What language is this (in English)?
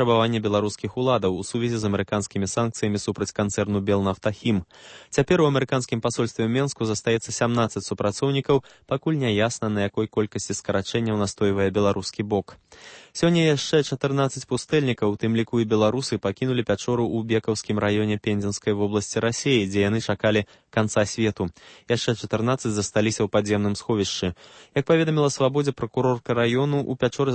Belarusian